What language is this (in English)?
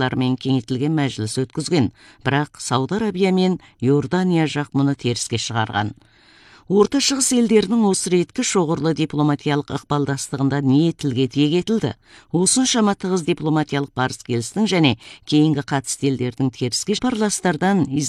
Kazakh